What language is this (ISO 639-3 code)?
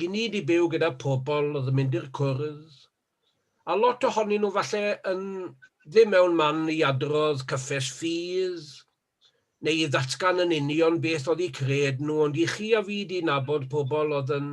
cym